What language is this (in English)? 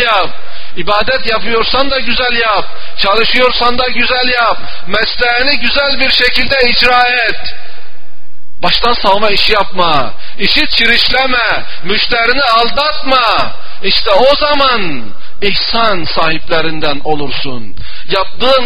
Turkish